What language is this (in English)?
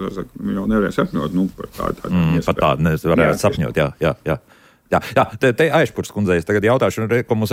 Latvian